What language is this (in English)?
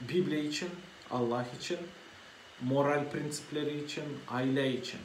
Gagauz